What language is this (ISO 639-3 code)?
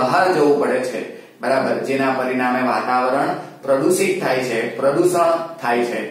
guj